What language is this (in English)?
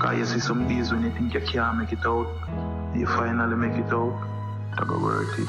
Jamaican Creole English